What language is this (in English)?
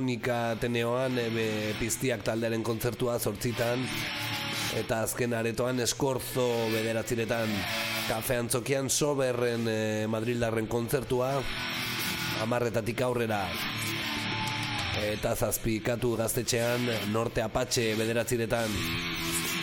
Basque